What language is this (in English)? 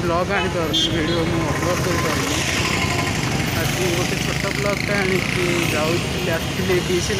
Odia